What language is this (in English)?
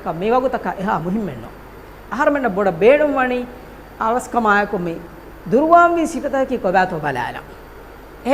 Divehi